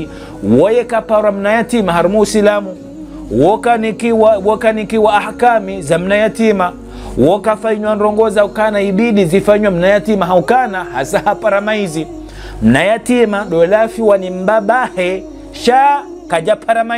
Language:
Ngazidja Comorian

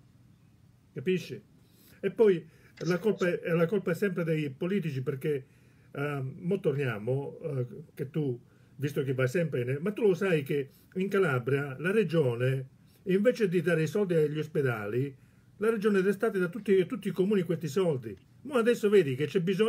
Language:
Italian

